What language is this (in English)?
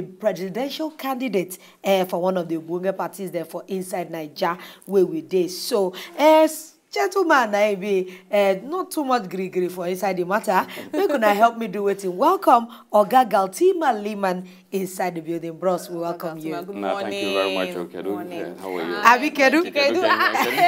Nigerian Pidgin